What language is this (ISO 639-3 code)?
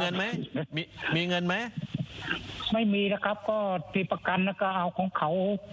tha